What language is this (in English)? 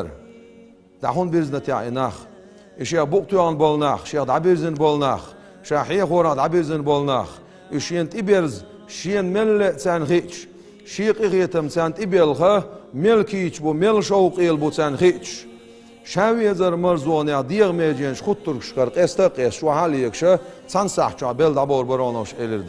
Chechen